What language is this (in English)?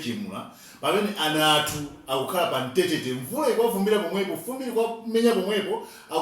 Nyanja